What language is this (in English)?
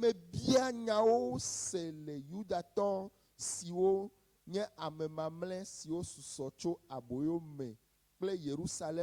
Ewe